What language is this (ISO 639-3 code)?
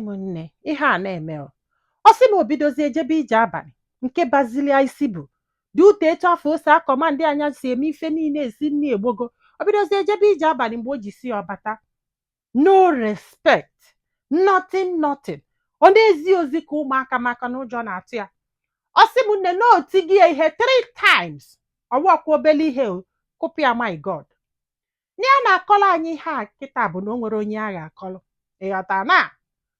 ibo